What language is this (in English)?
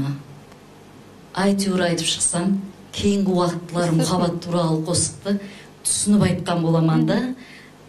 Kara-Kalpak